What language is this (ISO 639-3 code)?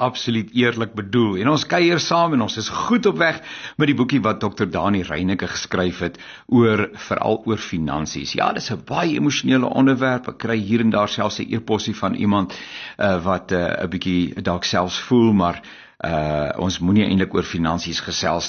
afr